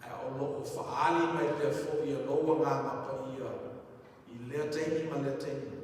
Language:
Samoan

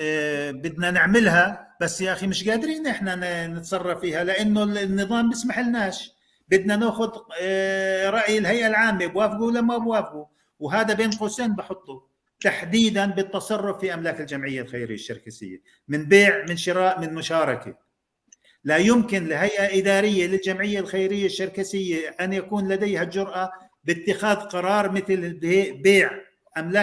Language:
North Levantine Arabic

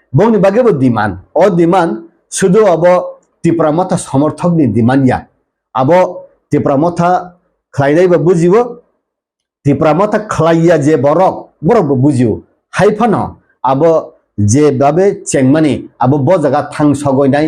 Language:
Kok Borok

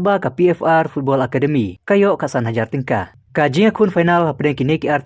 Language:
Khasi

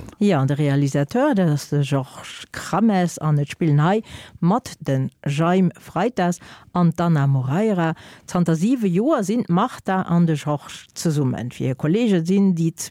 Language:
Luxembourgish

